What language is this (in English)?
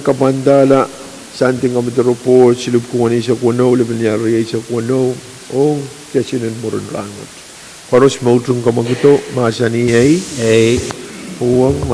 Pohnpeian